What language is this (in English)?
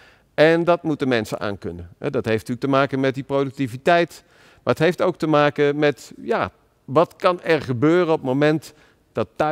Dutch